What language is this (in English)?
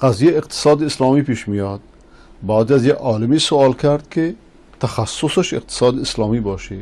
Persian